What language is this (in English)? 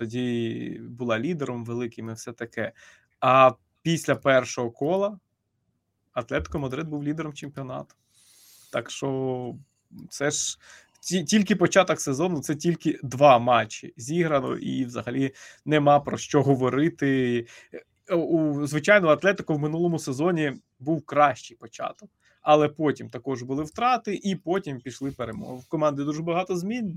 Ukrainian